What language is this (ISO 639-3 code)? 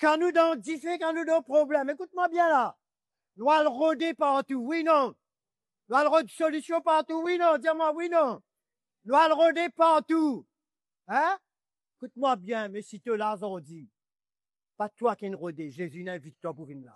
mfe